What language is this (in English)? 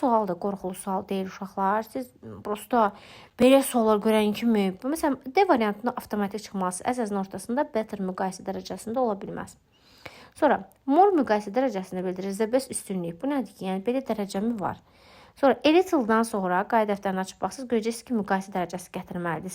Azerbaijani